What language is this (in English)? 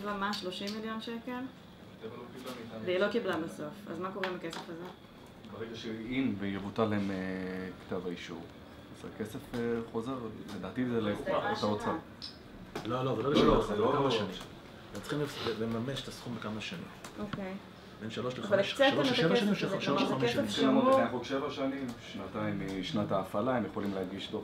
Hebrew